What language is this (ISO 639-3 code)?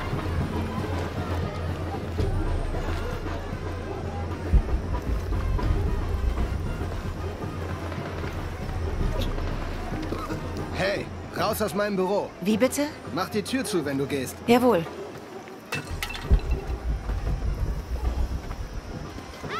deu